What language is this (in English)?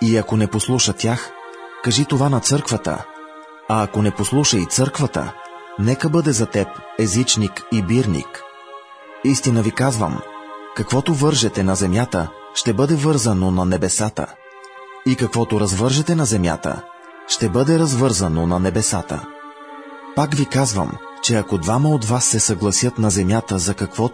Bulgarian